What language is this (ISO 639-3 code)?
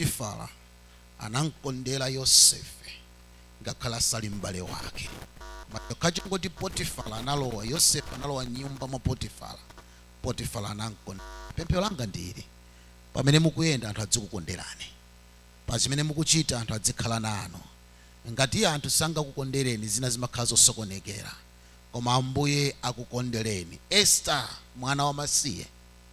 nya